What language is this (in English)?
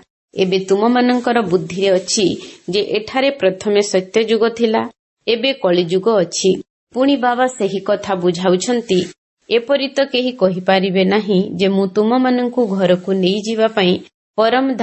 Odia